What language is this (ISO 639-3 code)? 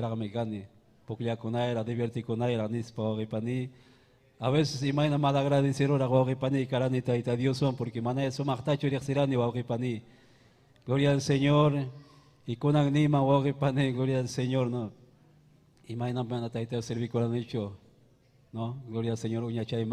quy